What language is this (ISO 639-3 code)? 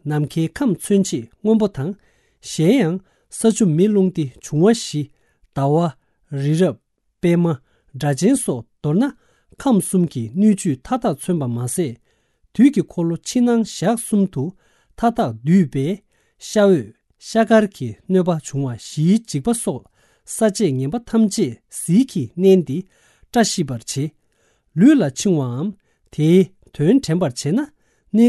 bod